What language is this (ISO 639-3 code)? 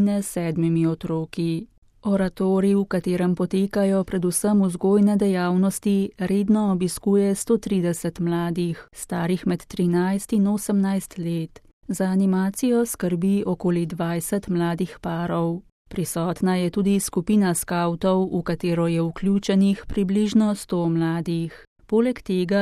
slv